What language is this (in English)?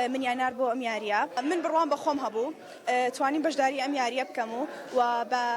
Central Kurdish